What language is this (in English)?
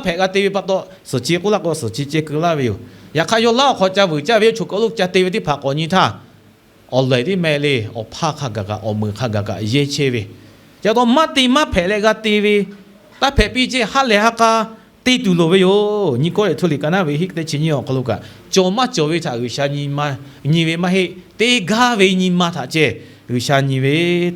Lahu